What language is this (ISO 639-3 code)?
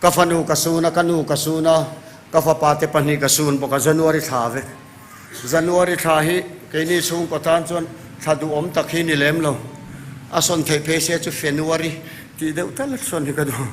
lus